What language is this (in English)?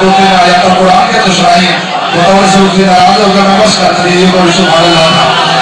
Saraiki